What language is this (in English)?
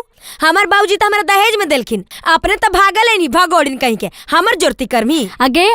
Magahi